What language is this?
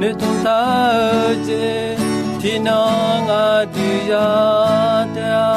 Akha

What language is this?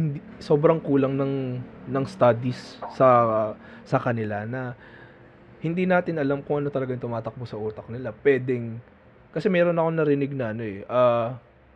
Filipino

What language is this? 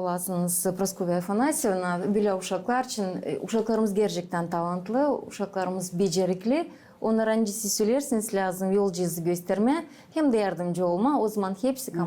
Gagauz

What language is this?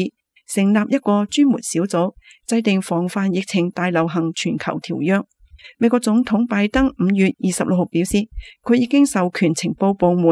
Cantonese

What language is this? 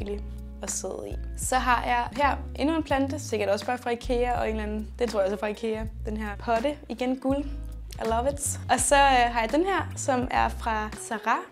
Danish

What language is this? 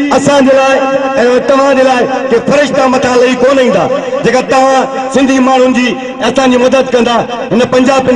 Sindhi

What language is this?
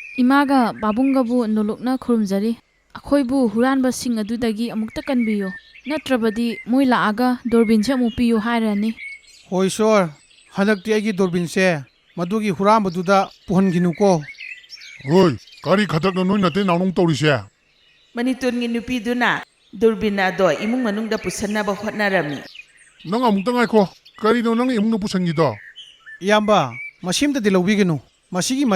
Manipuri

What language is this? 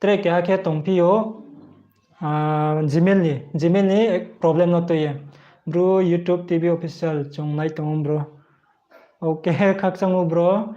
Riang (India)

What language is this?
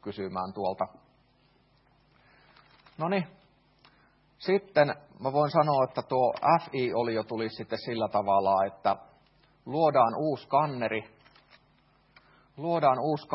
Finnish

